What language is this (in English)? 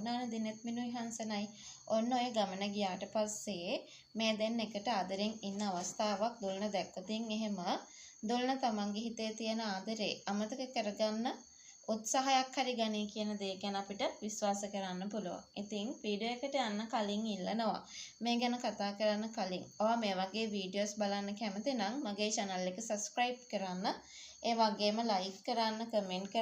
Sinhala